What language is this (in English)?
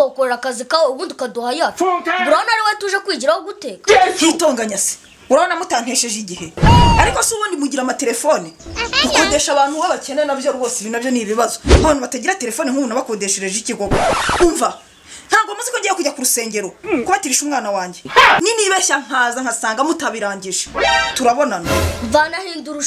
Kinyarwanda